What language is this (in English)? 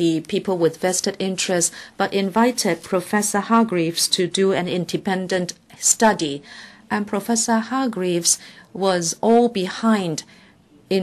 English